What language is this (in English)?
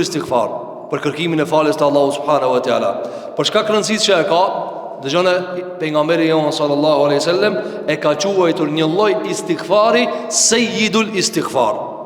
Albanian